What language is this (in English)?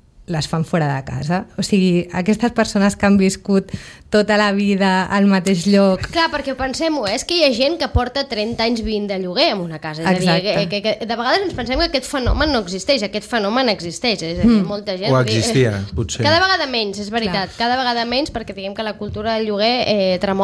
Catalan